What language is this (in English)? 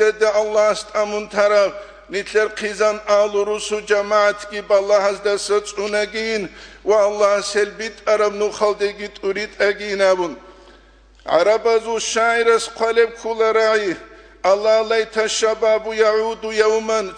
Avaric